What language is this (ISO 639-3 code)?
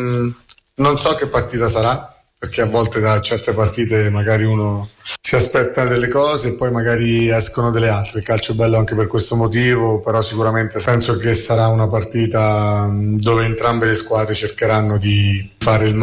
ita